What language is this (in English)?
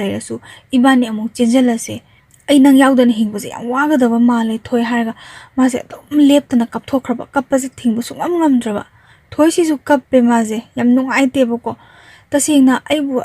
Manipuri